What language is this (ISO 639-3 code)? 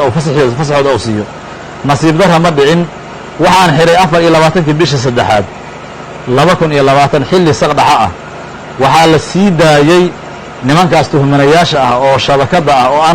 som